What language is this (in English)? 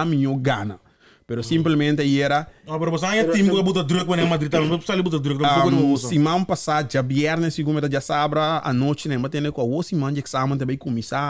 Papiamento